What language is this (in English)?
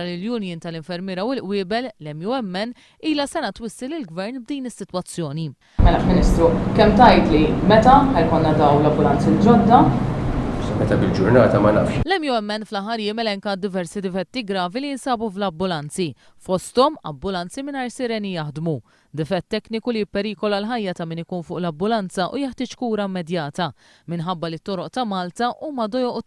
Maltese